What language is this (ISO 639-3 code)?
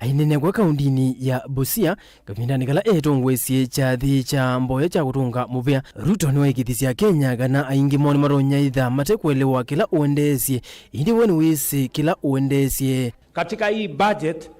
kam